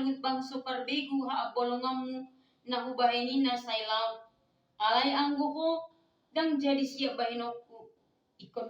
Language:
Batak Toba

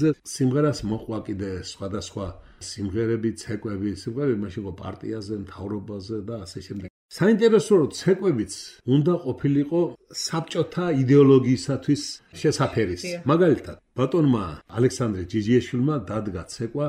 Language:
Georgian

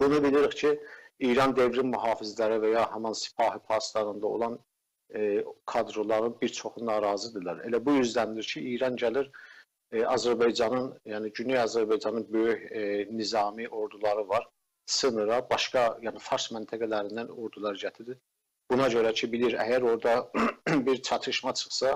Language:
South Azerbaijani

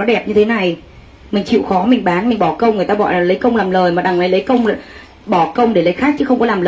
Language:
Vietnamese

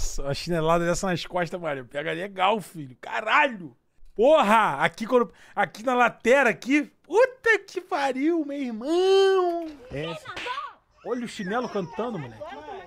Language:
Portuguese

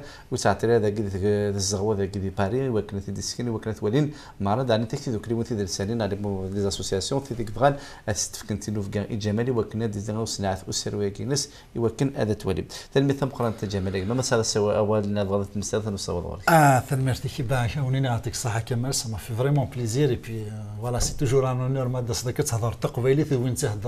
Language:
Kabyle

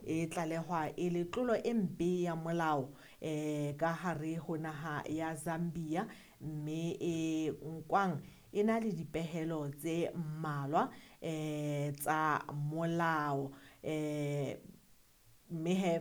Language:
Southern Sotho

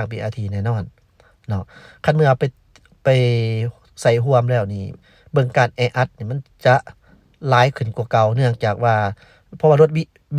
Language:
Lao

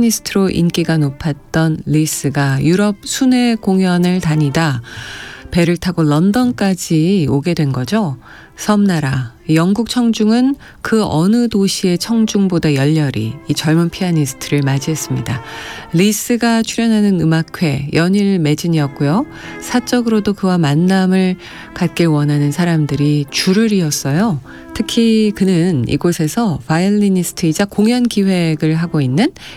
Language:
Korean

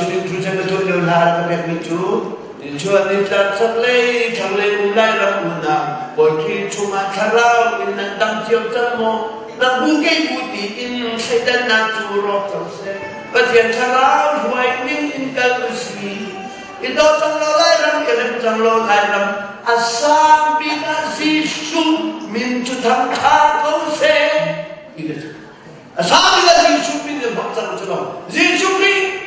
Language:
Hakha Chin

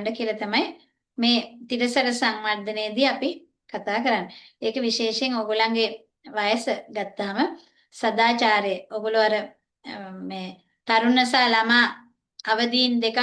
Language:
Sinhala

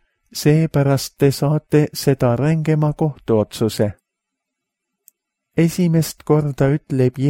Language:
Estonian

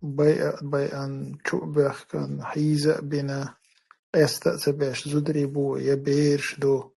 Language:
Chechen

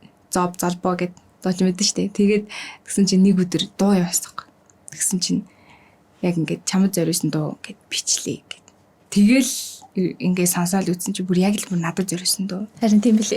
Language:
Mongolian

